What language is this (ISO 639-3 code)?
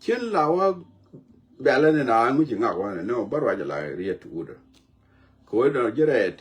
nus